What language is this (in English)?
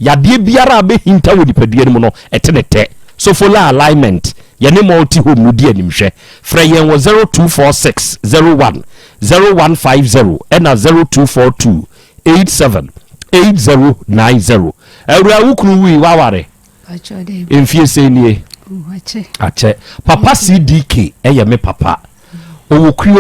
Akan